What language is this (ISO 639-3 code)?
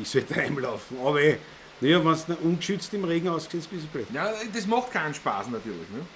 bar